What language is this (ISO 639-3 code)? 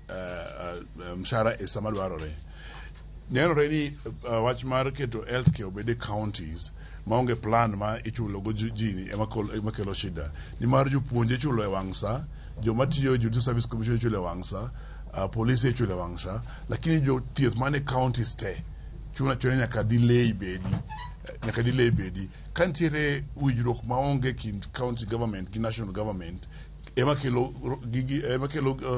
luo